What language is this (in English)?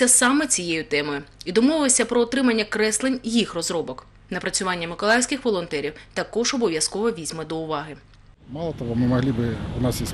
Ukrainian